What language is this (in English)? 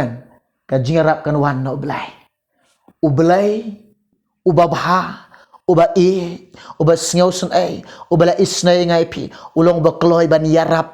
Khasi